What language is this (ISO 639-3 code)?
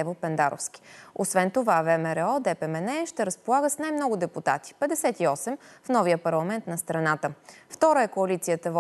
bul